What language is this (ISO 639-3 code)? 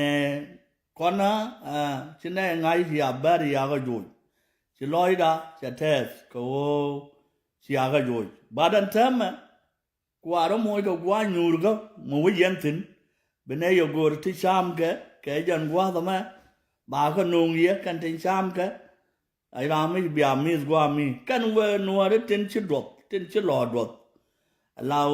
nus